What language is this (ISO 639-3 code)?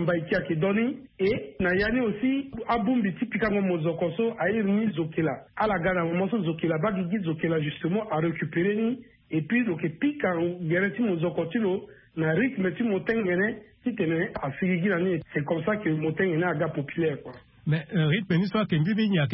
sag